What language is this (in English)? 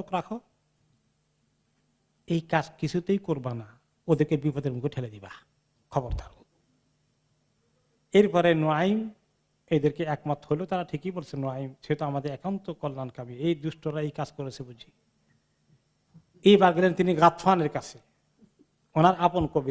Bangla